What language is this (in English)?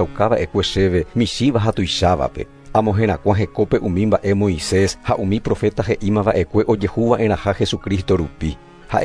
Guarani